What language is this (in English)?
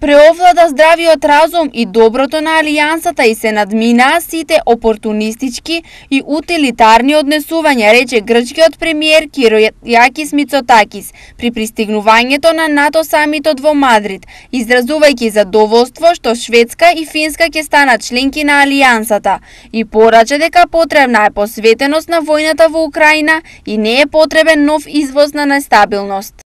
Macedonian